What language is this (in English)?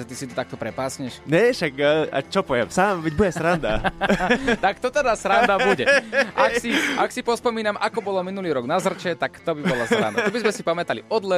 Slovak